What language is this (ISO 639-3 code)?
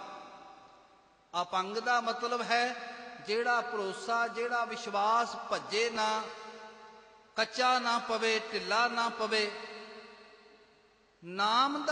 pan